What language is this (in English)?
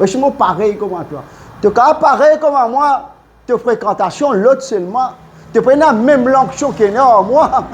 Morisyen